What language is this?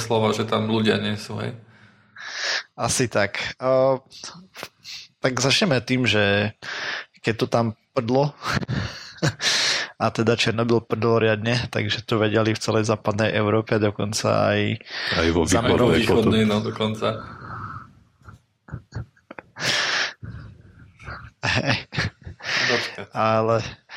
Slovak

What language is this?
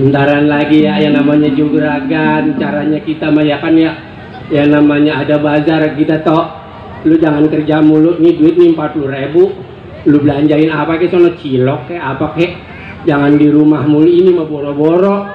Betawi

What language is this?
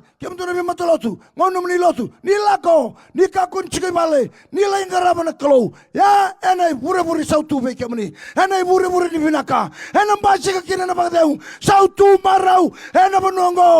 Fijian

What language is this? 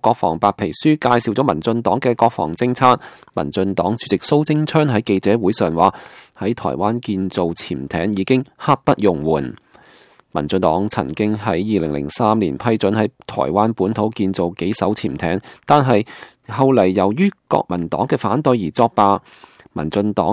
Cantonese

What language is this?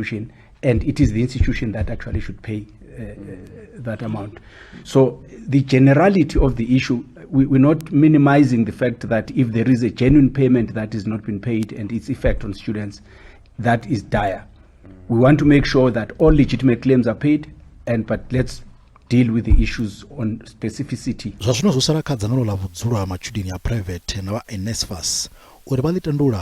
Venda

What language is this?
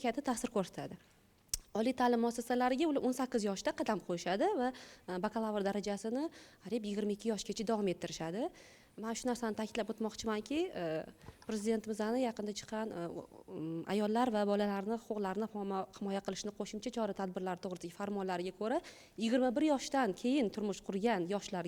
Uzbek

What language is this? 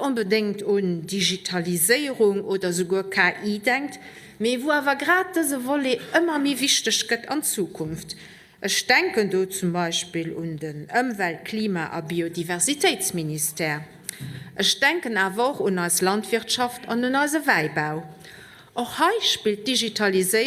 Luxembourgish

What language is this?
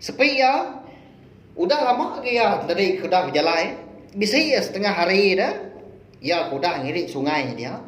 Iban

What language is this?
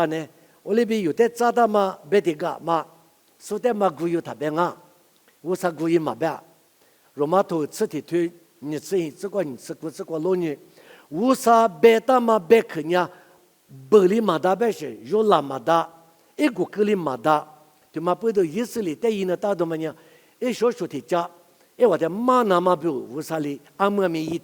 Lisu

